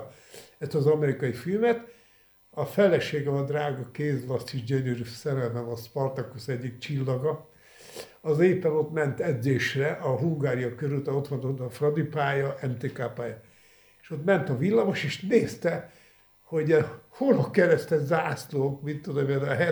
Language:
Hungarian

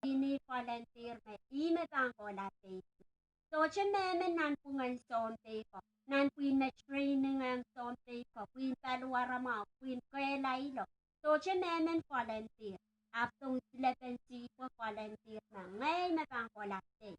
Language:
Pohnpeian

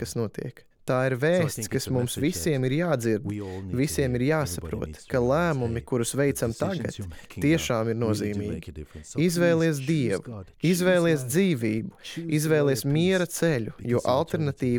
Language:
Latvian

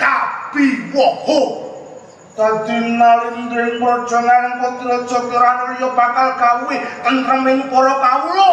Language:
Javanese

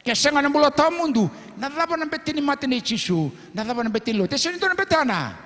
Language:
Fijian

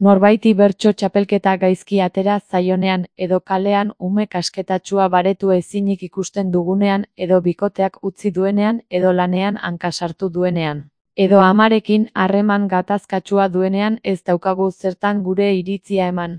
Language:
Basque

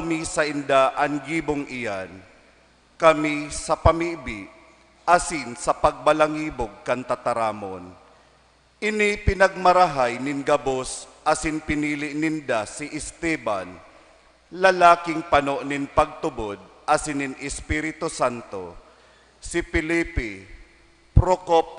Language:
Bikol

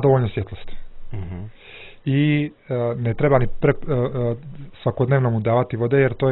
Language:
Serbian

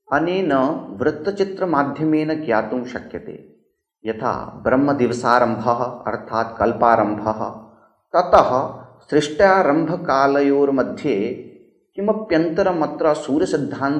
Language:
Sanskrit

